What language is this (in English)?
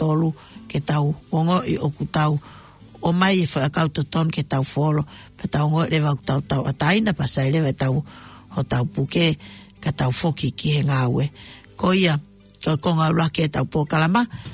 Tongan